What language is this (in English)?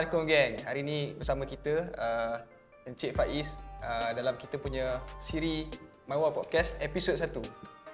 Malay